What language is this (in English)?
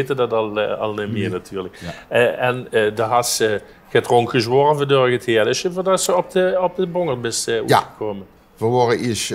Limburgish